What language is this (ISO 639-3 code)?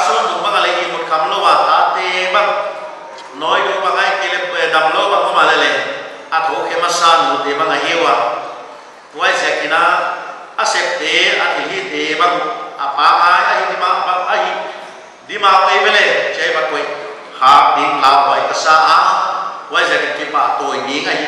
pck